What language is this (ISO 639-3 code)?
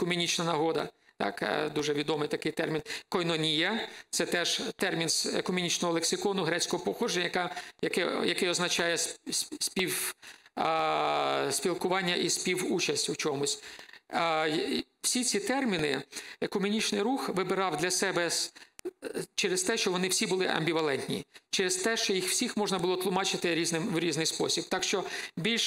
ukr